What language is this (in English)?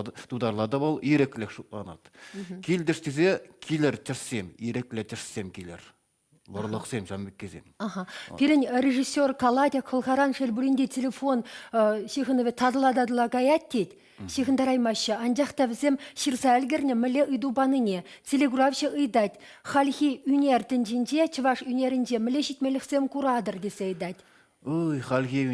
Chuvash